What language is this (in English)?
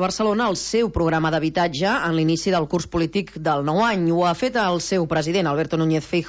Catalan